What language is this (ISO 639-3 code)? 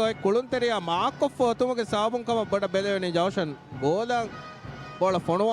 div